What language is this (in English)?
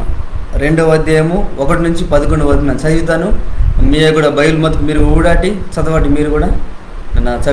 Koya